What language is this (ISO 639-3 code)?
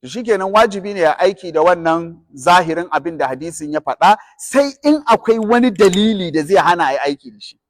hau